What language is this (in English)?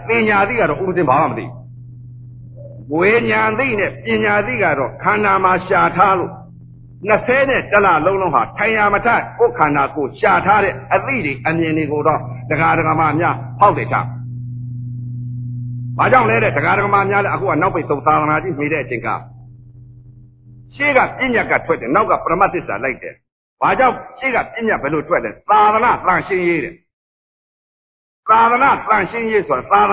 Burmese